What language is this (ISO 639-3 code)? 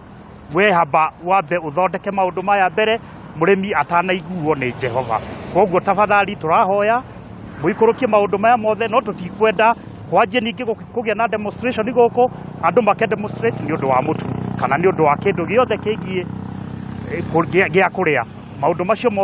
kik